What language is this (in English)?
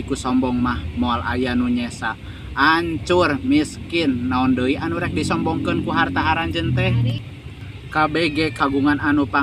Sundanese